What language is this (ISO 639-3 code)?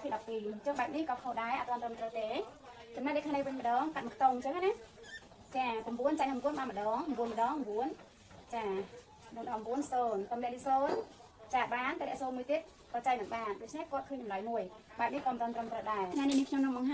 khm